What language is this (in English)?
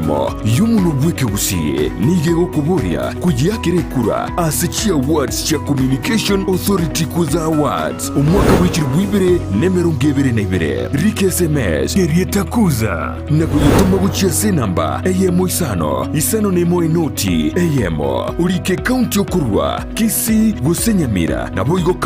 Gusii